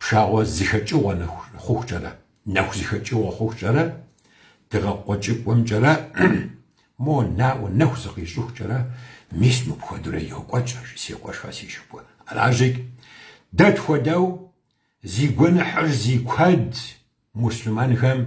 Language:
Kabardian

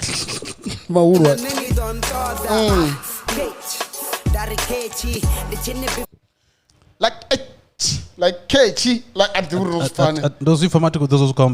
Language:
Venda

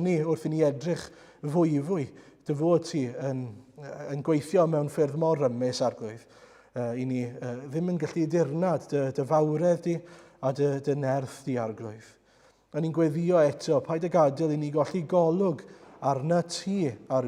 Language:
Welsh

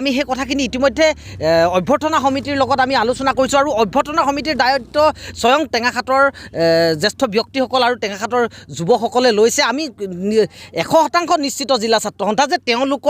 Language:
Assamese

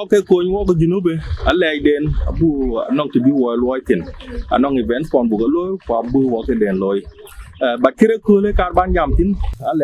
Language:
Dinka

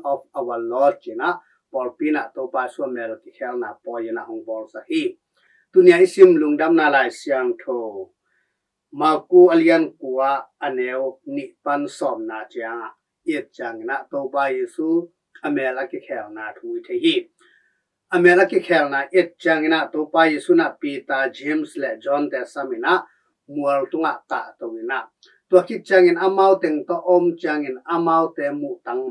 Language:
Tedim Chin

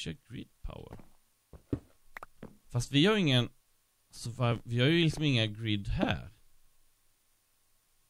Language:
Swedish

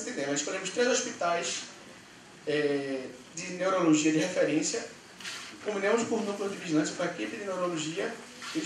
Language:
Portuguese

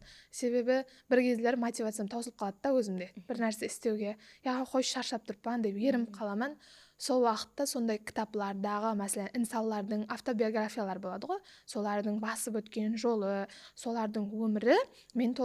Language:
Kara-Kalpak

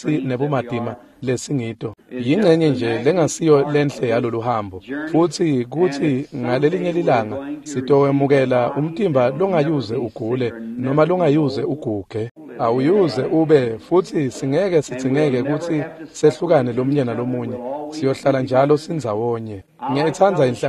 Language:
Swati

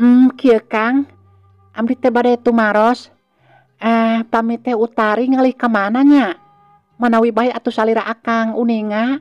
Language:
Sundanese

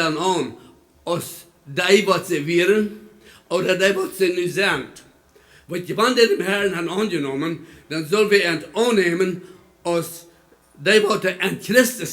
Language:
Plautdietsch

